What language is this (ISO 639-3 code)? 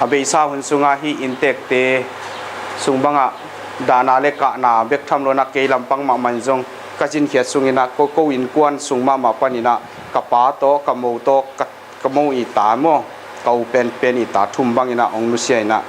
ctd